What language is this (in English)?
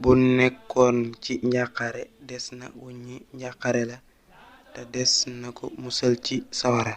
Wolof